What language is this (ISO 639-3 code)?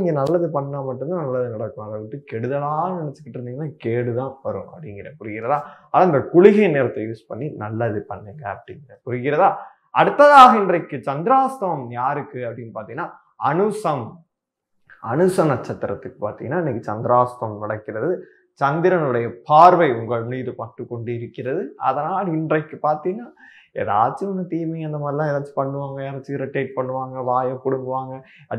tam